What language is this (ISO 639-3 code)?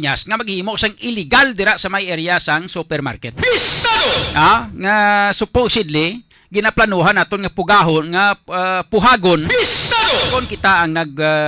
hil